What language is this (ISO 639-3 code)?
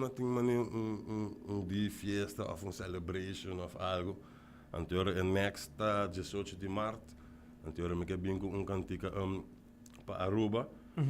pap